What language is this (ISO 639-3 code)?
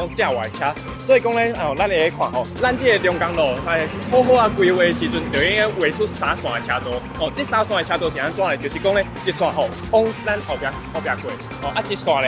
nan